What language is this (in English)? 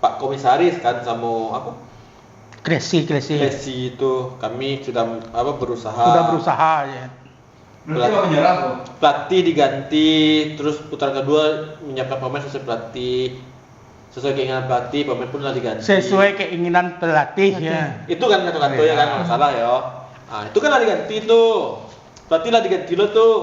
Minangkabau